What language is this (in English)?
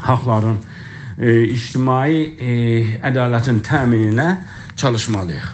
South Azerbaijani